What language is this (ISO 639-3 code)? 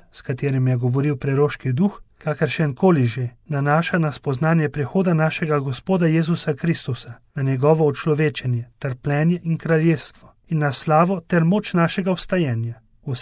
slv